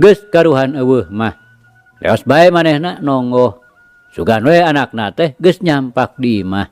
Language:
Sundanese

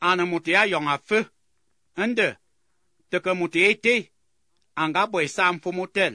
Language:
Albanian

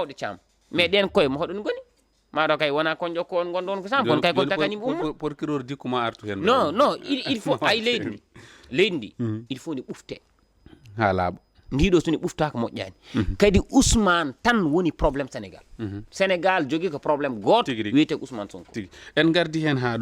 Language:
Fula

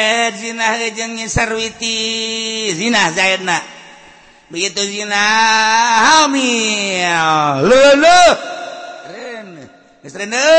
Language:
Sundanese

